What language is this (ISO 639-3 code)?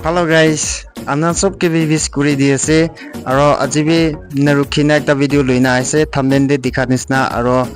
nag